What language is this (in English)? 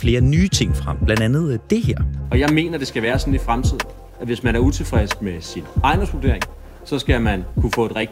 Danish